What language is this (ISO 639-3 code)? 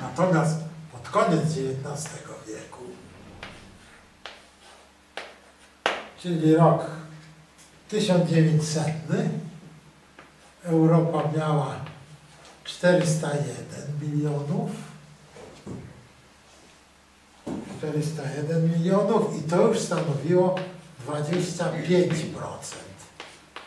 pol